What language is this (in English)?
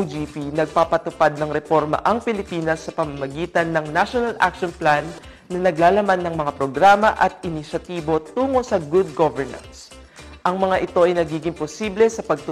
Filipino